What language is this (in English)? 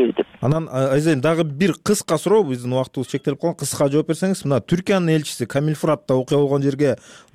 Kyrgyz